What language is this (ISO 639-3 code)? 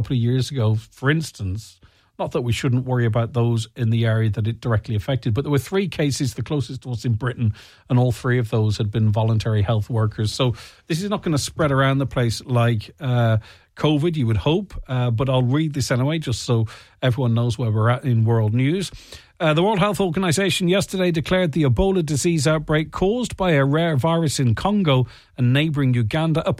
eng